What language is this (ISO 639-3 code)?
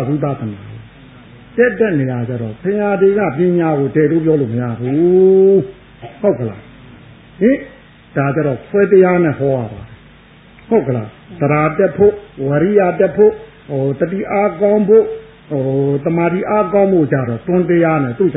mya